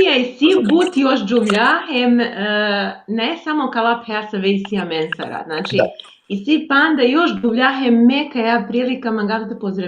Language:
Balkan Romani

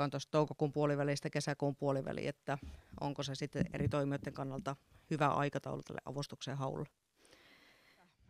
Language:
Finnish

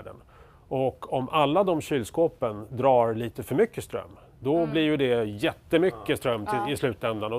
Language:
Swedish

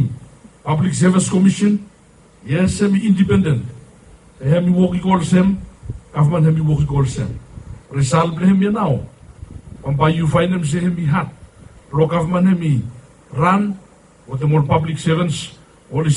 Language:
Bislama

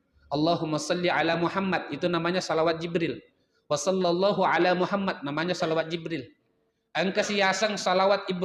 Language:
Buginese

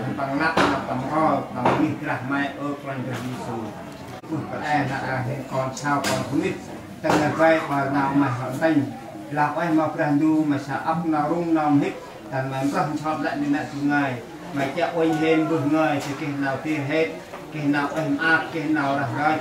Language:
Central Mnong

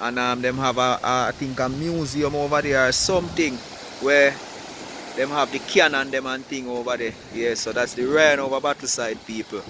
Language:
Jamaican Creole English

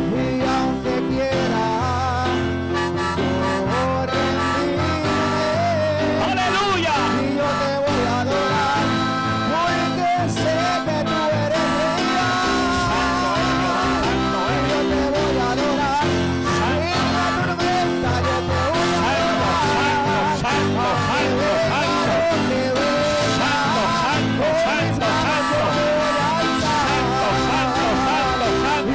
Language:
Spanish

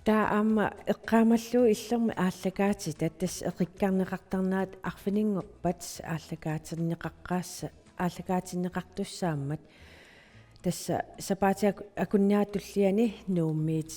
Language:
Kalaallisut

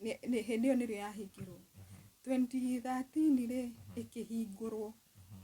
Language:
Kikuyu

